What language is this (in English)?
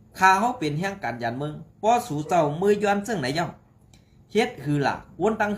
Shan